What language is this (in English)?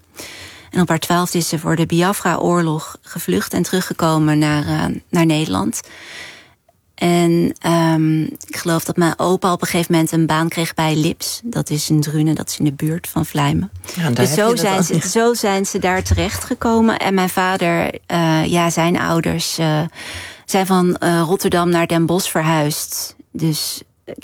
Dutch